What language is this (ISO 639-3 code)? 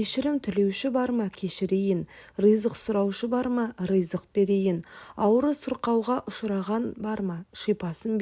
kaz